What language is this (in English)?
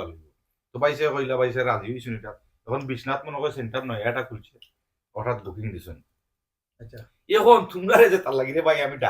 Sylheti